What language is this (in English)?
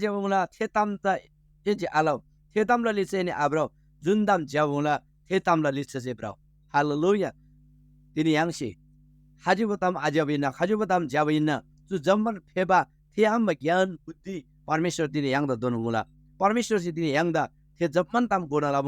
Eastern Tamang